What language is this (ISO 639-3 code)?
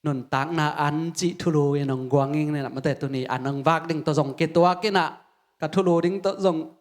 ctd